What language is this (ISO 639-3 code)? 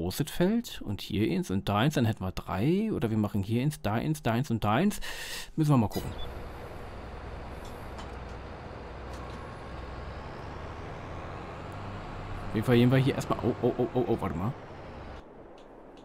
deu